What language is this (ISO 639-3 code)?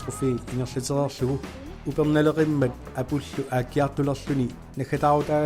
kal